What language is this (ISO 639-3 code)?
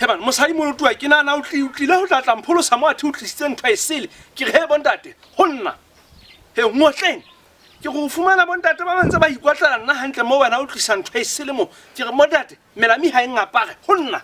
sot